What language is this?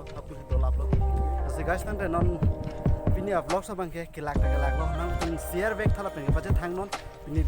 Karbi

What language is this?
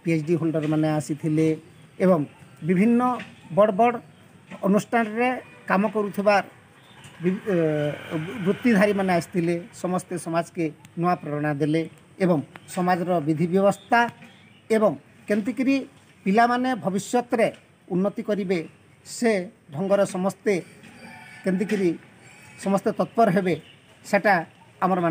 Sambalpuri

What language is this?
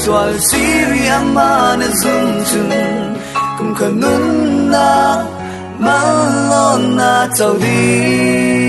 Falam Chin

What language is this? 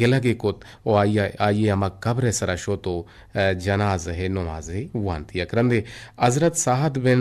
Eastern Balochi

